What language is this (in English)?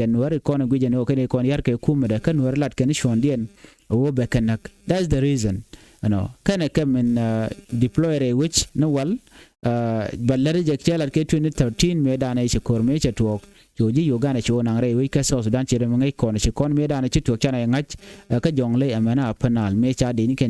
Nuer